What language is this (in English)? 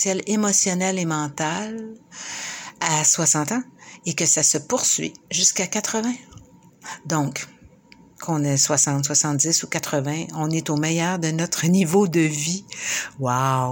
French